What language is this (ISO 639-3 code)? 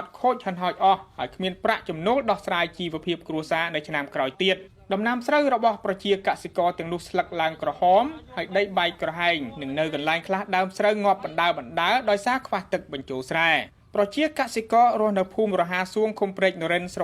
khm